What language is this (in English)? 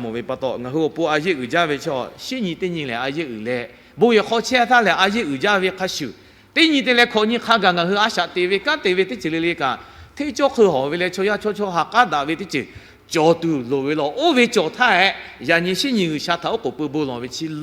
Lahu